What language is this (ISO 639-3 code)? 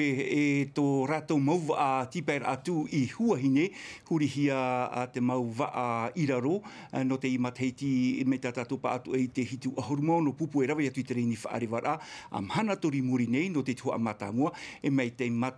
tah